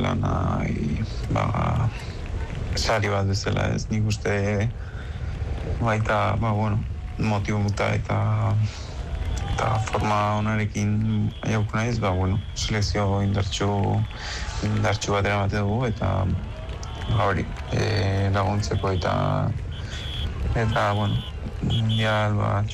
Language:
Basque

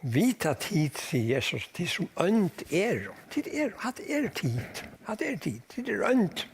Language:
Faroese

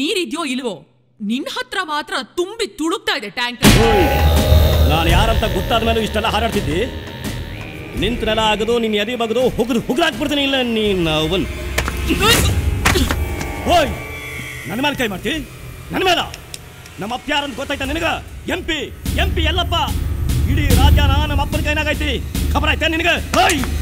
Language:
Kannada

